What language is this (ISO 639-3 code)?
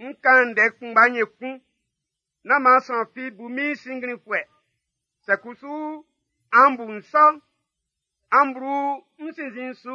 bci